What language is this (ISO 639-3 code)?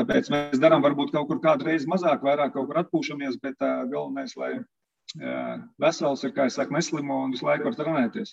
lav